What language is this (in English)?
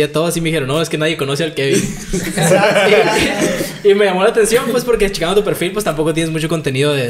Spanish